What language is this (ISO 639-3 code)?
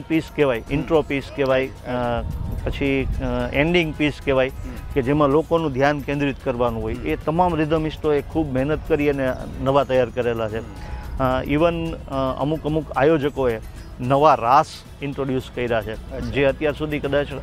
guj